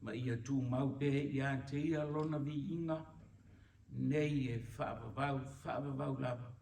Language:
Samoan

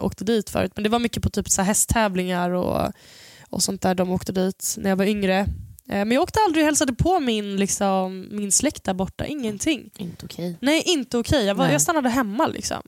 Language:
Swedish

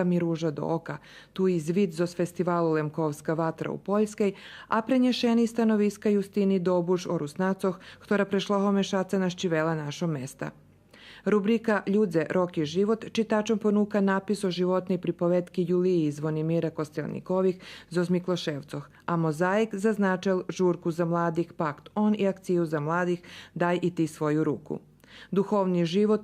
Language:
Rusyn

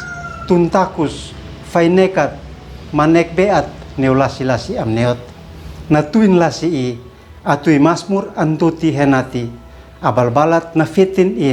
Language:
Uab Meto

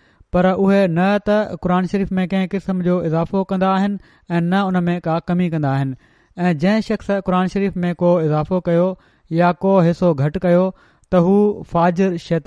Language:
Sindhi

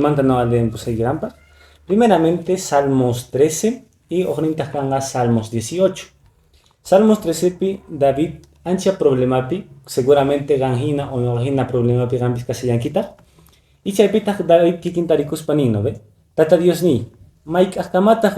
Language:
Quechua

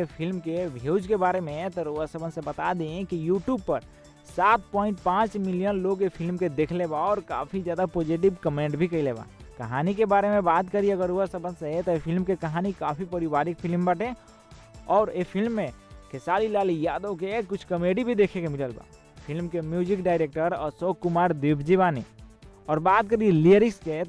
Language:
Bhojpuri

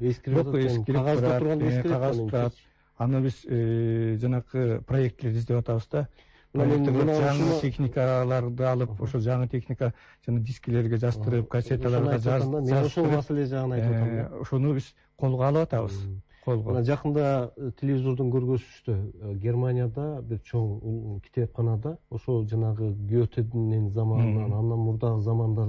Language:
Kyrgyz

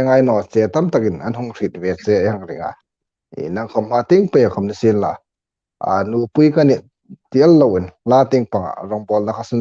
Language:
Hmar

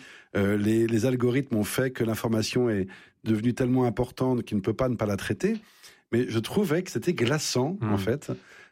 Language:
French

